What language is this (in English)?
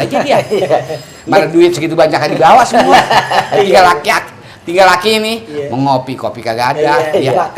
Betawi